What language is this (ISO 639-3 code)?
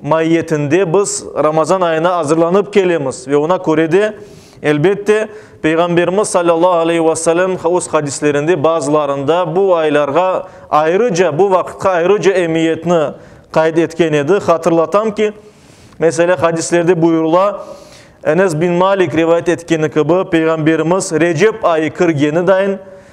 crh